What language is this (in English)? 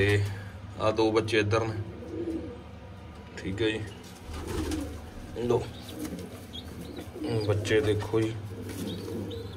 Punjabi